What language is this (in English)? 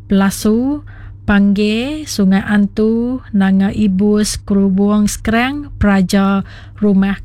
Iban